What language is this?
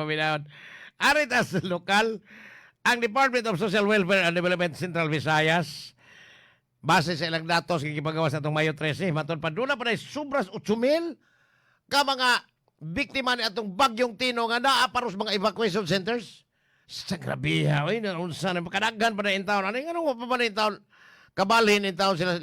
Cebuano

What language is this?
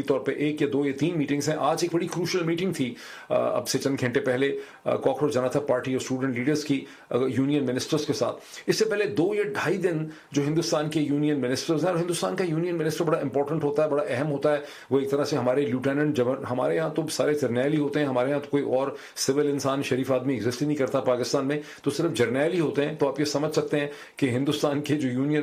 Urdu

